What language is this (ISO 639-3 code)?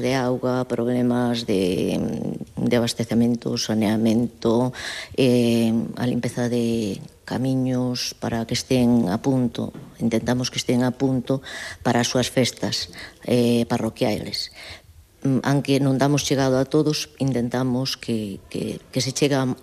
glg